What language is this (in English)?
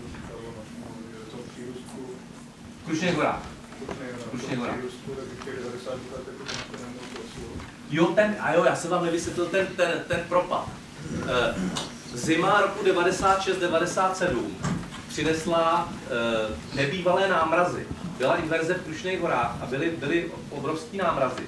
Czech